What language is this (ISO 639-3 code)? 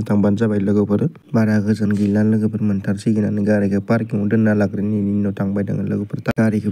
brx